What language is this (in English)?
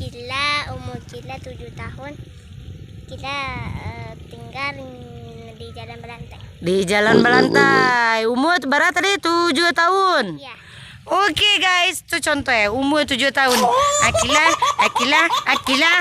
Minangkabau